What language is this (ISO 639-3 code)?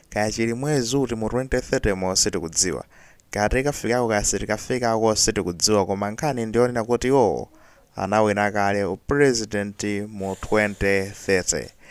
nya